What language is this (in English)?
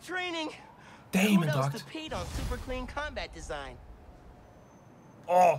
Danish